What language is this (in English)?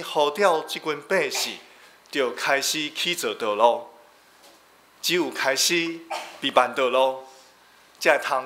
Min Nan Chinese